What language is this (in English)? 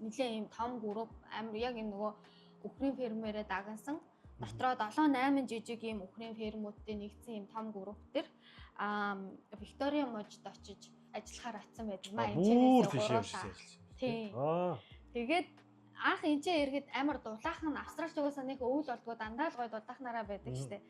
Mongolian